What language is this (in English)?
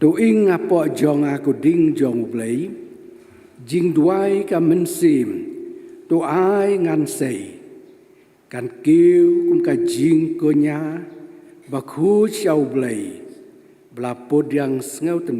Khasi